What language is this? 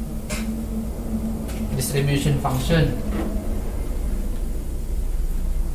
Cebuano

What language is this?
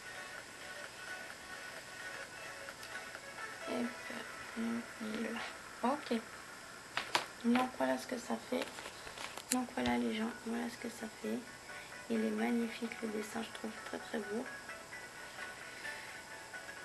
French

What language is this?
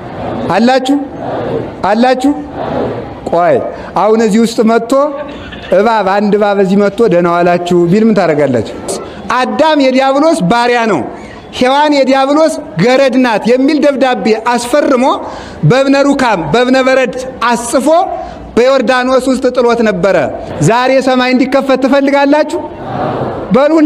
Amharic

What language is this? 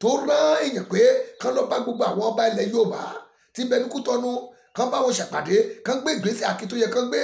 Yoruba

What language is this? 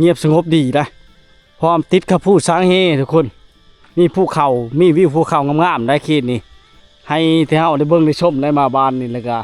Lao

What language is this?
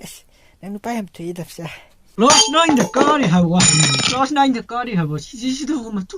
Manipuri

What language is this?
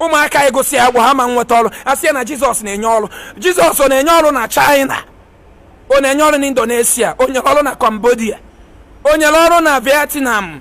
Igbo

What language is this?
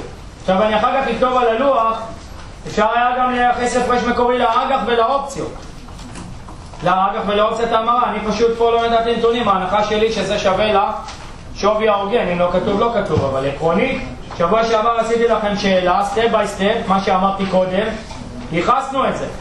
Hebrew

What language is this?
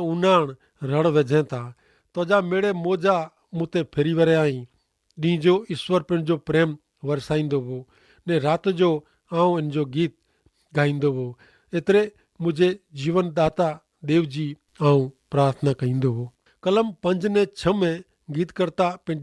Kachhi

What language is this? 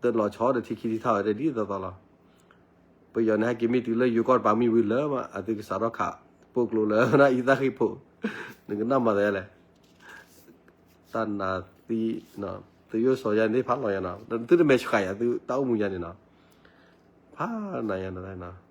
S'gaw Karen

